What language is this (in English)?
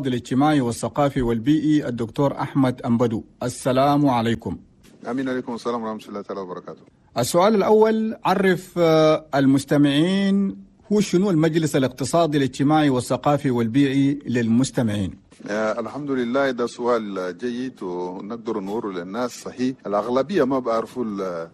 Chadian Arabic